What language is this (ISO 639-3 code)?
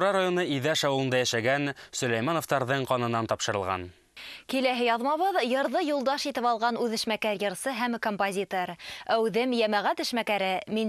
bak